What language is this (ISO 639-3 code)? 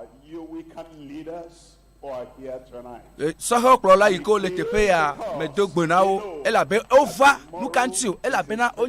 ewe